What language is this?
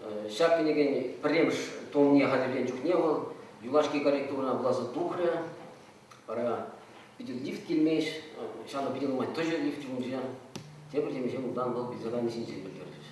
Chuvash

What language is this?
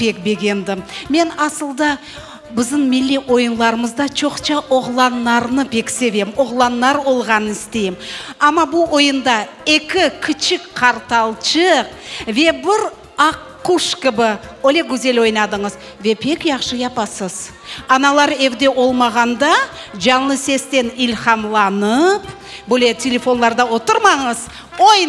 Crimean Tatar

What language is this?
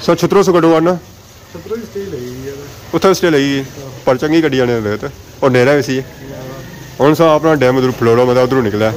Pahari-Potwari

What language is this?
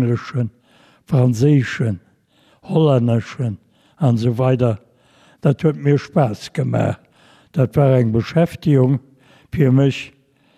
Luxembourgish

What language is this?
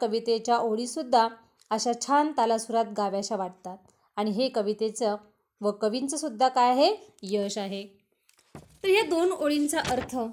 Marathi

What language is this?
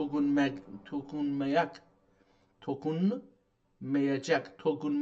South Azerbaijani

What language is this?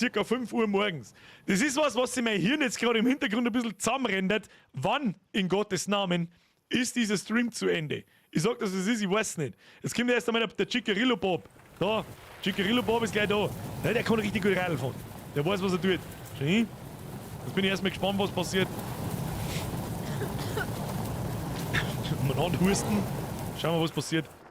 Bavarian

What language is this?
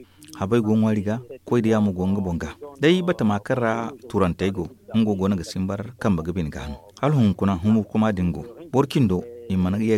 Zarma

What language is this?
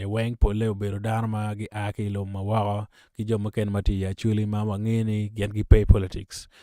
Acoli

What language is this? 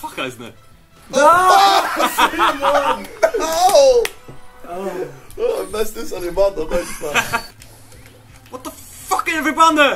Faroese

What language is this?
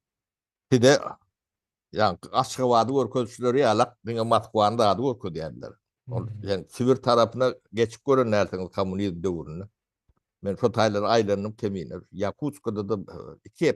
Turkmen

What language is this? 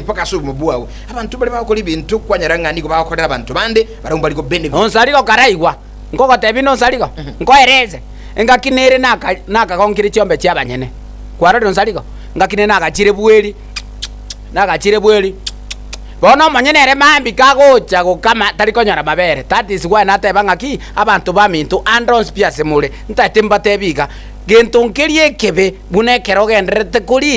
Gusii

